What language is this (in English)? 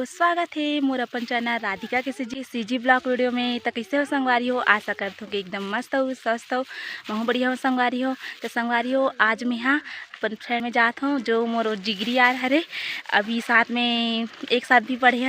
Chhattisgarhi